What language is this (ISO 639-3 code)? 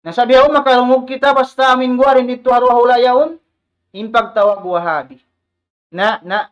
tsg